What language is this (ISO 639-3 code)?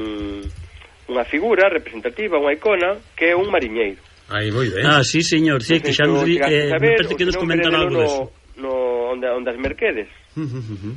glg